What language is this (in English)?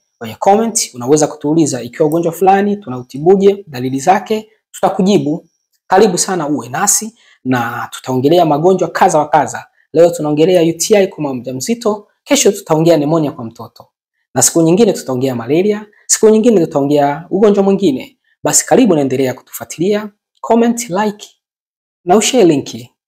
Swahili